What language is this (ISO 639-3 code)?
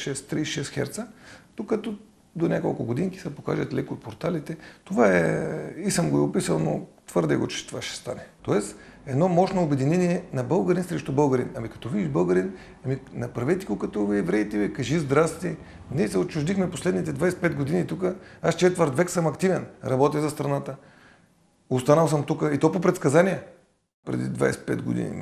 bul